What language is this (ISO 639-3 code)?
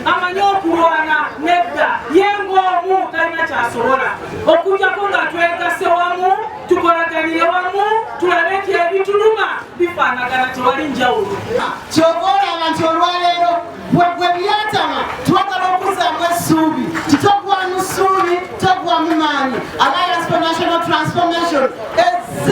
lug